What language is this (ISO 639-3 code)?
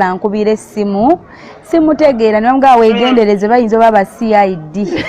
lug